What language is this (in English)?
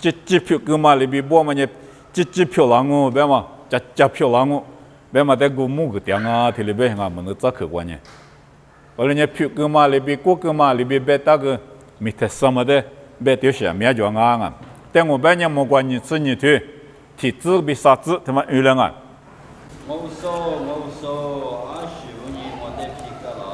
Lisu